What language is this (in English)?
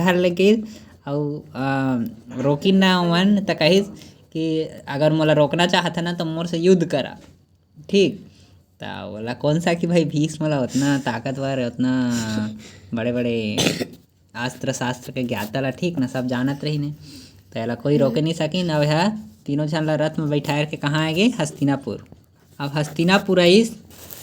Chhattisgarhi